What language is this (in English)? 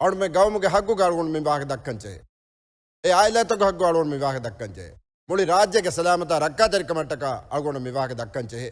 Divehi